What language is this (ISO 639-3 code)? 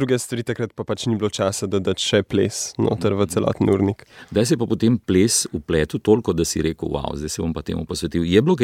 slv